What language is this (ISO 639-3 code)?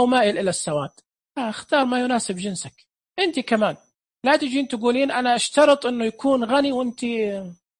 ars